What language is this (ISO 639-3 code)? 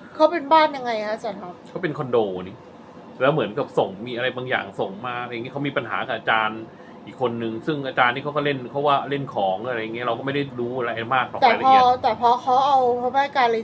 tha